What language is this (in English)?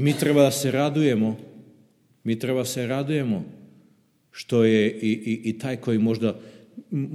Serbian